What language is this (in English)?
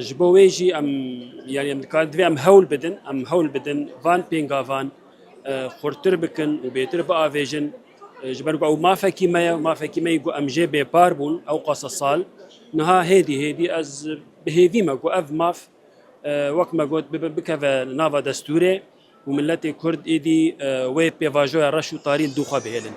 Kurdish